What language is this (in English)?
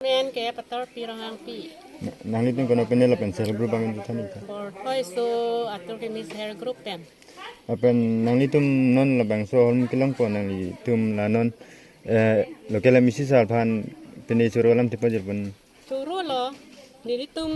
Karbi